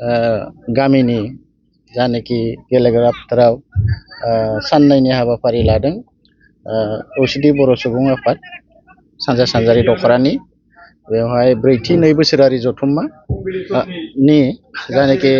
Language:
Bodo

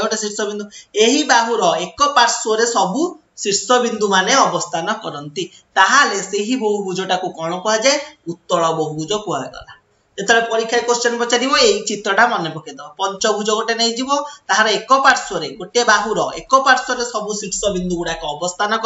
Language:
Odia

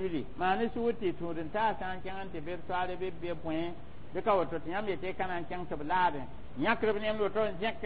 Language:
Mossi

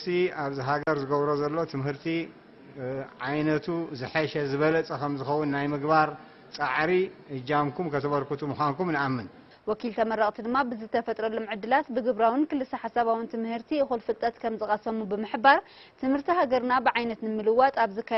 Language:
Tigrinya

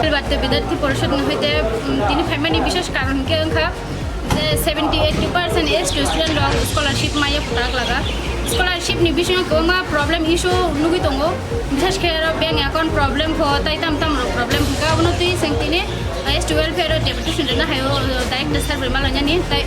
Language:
Kok Borok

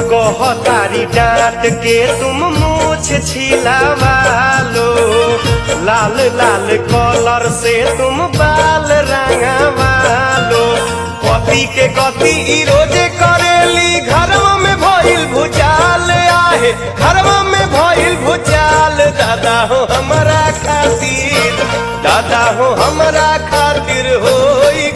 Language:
Bhojpuri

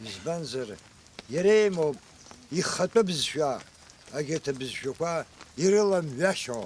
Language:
Abkhazian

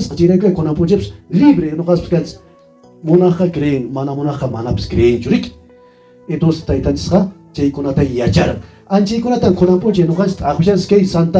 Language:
Quechua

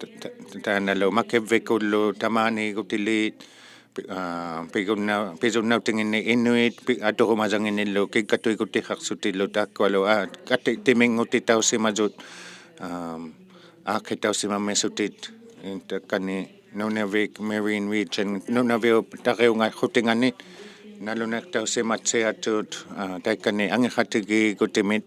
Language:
Inuktitut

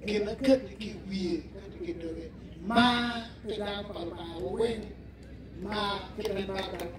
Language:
Acoli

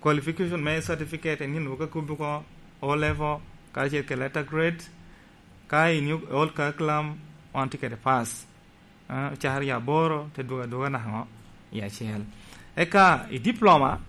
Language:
Lango (Uganda)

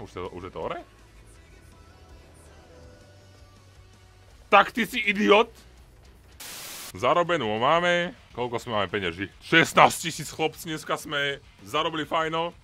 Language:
Slovak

